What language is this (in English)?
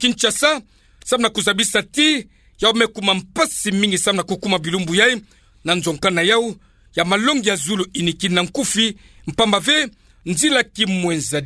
Kituba (Democratic Republic of Congo)